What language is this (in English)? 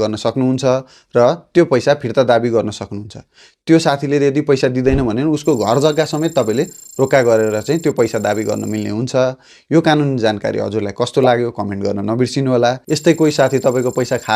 Nepali